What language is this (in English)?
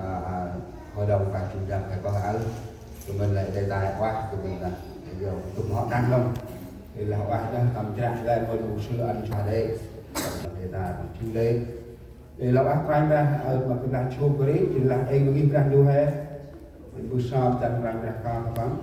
Central Mnong